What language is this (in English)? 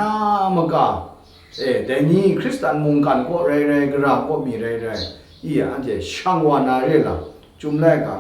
Kachin